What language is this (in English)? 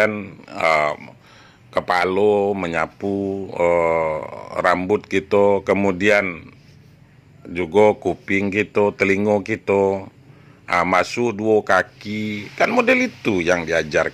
Minangkabau